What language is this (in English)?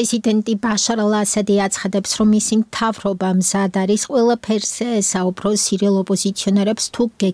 Georgian